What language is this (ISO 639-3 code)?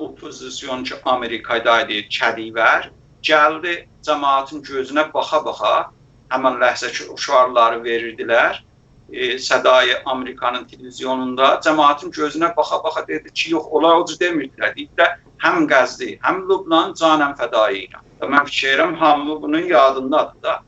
azb